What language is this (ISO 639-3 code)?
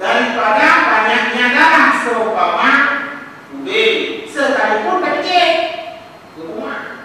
ace